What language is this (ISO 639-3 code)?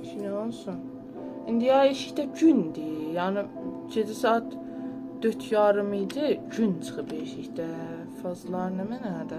azb